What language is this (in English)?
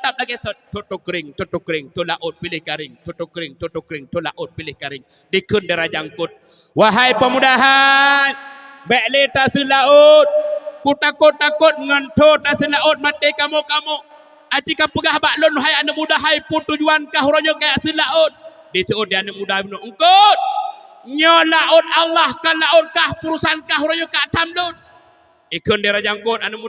Achinese